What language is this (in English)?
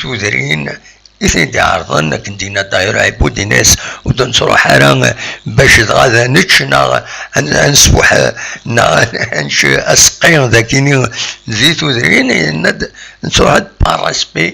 Kabyle